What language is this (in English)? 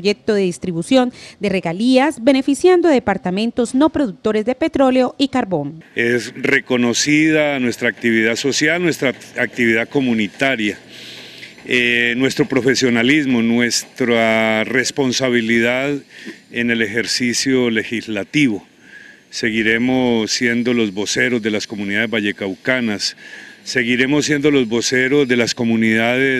Spanish